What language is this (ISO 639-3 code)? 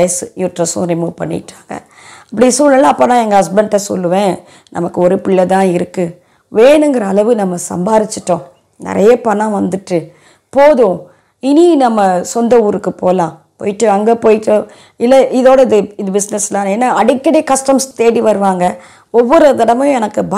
tam